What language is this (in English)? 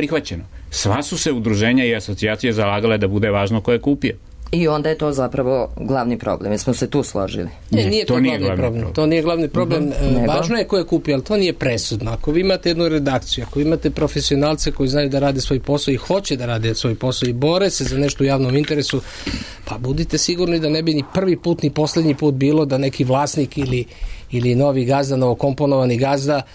Serbian